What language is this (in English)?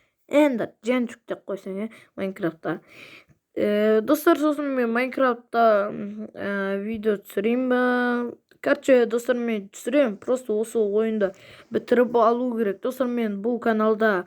Kazakh